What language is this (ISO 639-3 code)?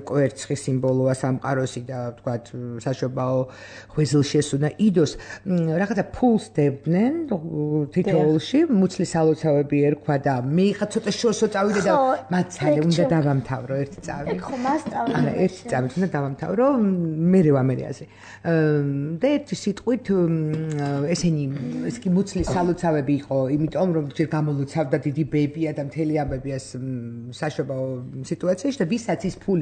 kat